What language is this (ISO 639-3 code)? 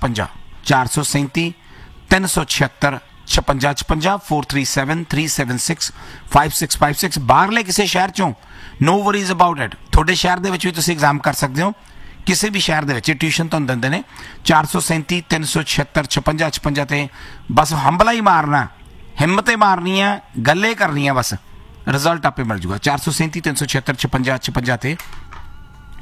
pan